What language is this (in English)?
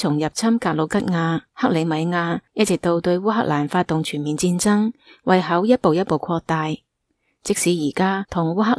Cantonese